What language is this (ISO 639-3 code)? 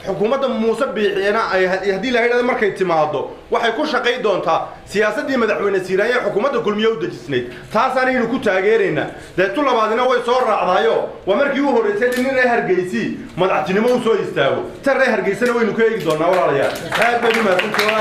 som